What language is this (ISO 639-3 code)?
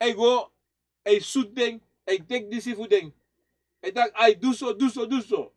srn